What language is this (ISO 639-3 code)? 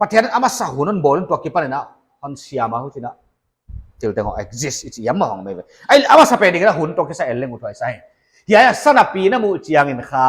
pck